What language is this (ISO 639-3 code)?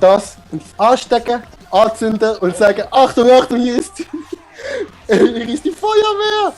gsw